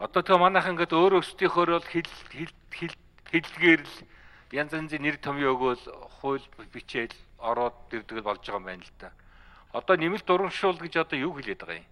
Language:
Mongolian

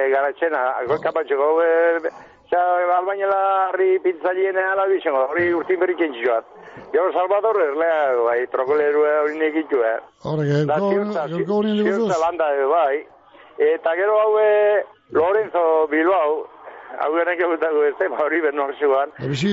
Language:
Basque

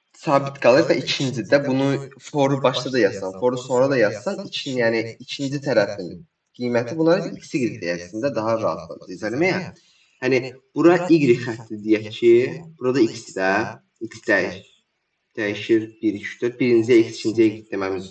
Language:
Azerbaijani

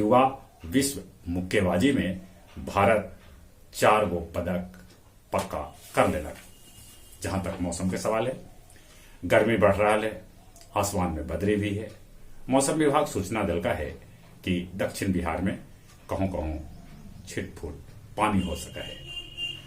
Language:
Magahi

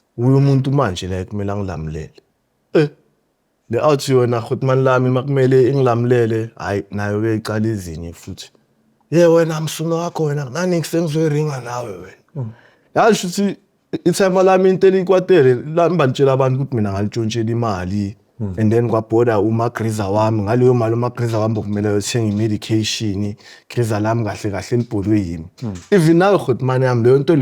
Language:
Zulu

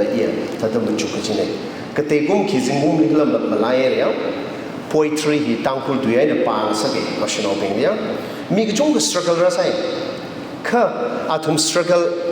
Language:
Tangkhul Naga (India)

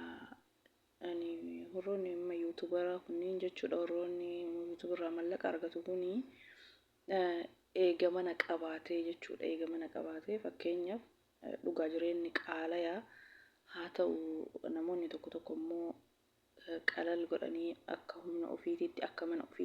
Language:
Oromo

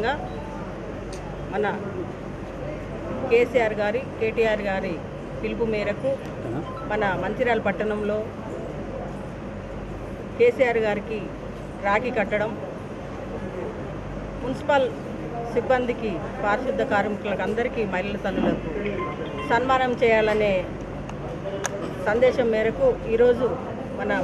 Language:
Telugu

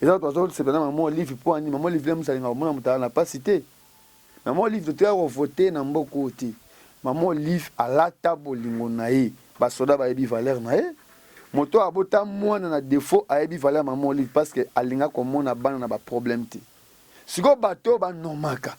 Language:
Lingala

